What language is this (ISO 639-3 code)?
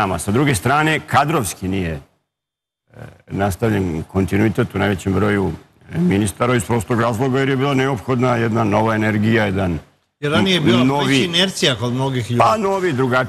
srp